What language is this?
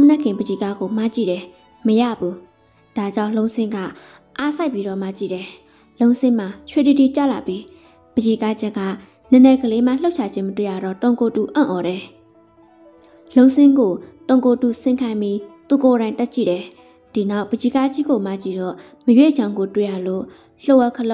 Burmese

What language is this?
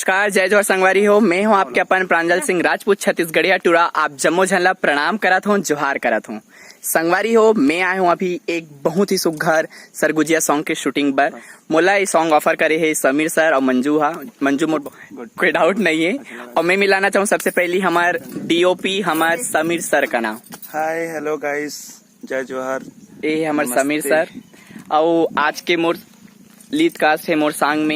Chhattisgarhi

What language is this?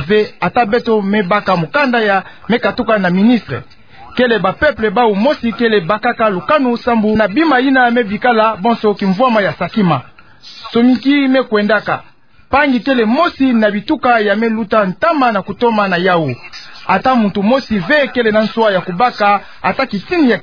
Kituba (Democratic Republic of Congo)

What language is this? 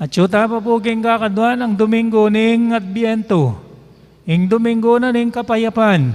Pampanga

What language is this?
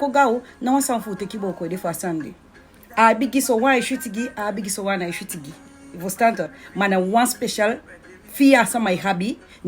Sranan Tongo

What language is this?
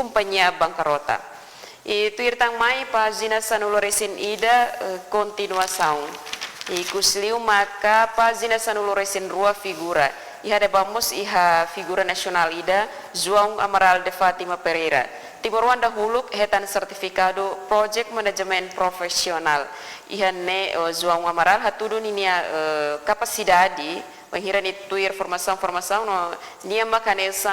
Tetum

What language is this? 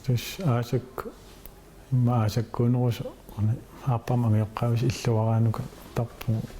Kalaallisut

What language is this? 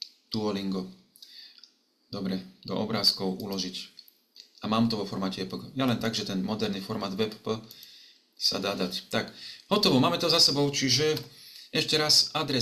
Slovak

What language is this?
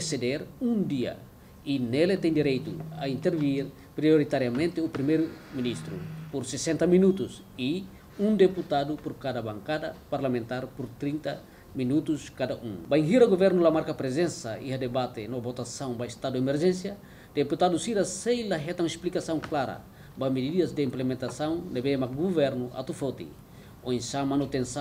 Tetum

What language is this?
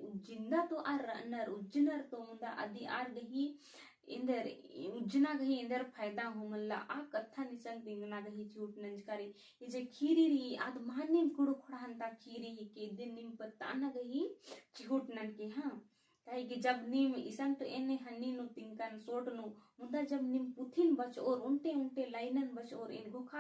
Kurukh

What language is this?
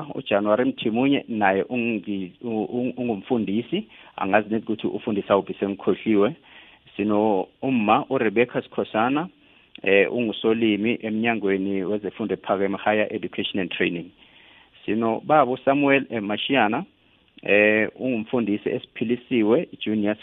South Ndebele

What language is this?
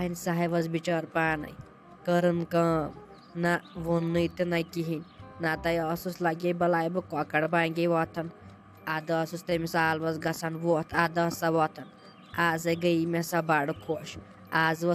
Kashmiri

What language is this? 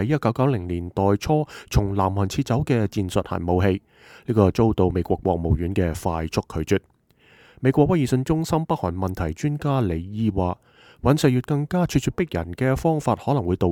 Cantonese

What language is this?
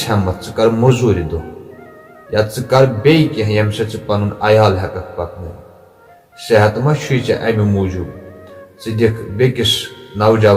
Kashmiri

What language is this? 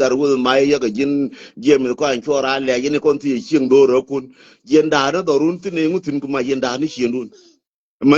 Nuer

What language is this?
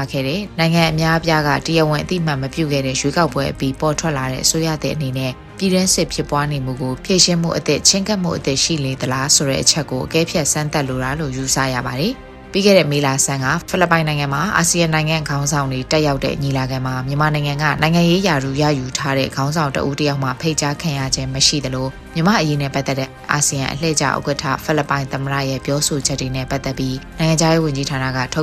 Burmese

